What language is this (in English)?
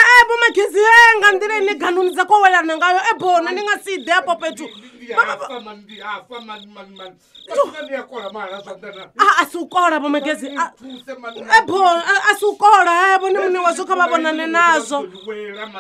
Venda